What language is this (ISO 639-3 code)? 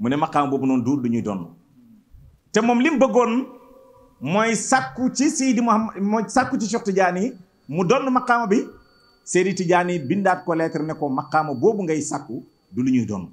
wol